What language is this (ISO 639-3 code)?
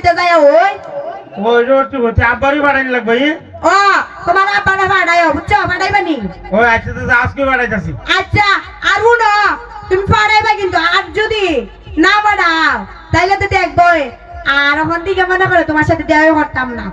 syl